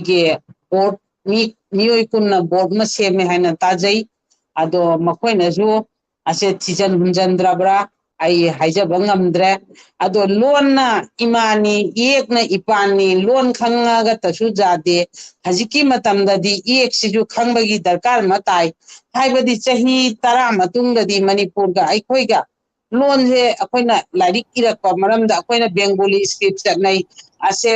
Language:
Manipuri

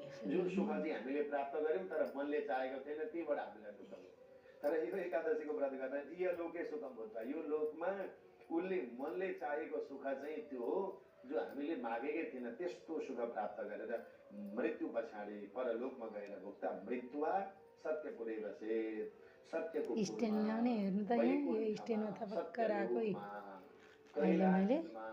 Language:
Nepali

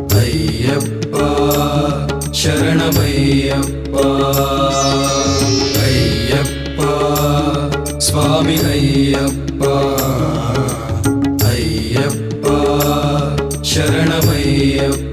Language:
Kannada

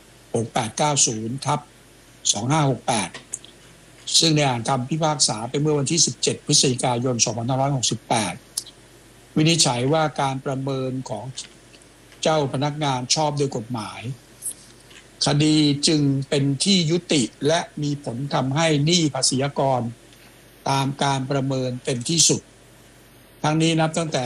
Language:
Thai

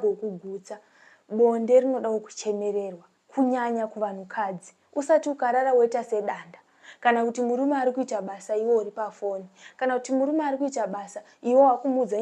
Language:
Shona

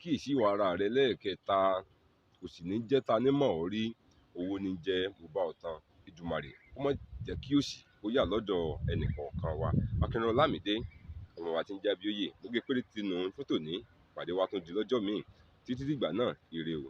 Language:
Yoruba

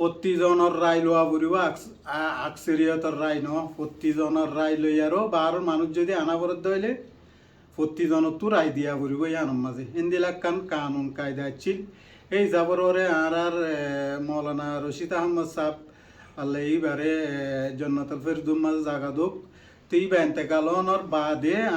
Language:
Rohingya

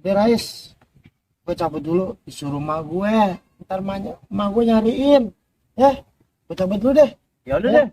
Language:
Betawi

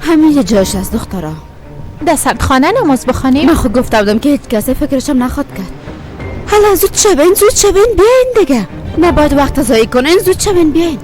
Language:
Persian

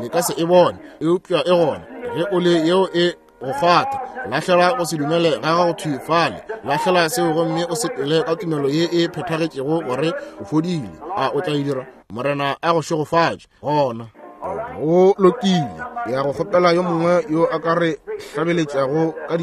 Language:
Northern Sotho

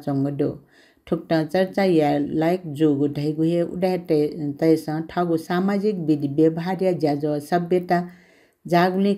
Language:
Newari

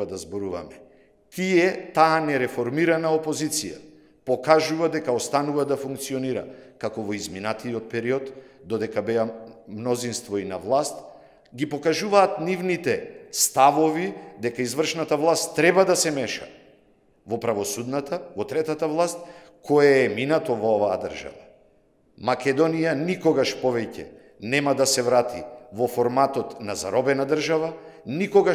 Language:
Macedonian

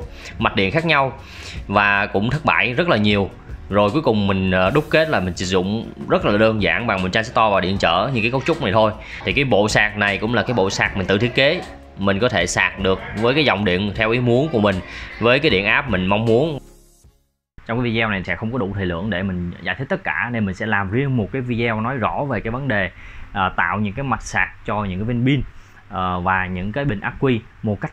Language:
Vietnamese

